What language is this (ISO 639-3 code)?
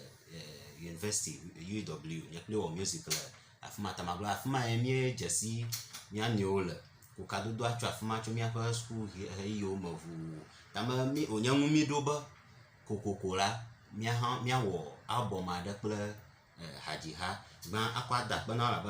ewe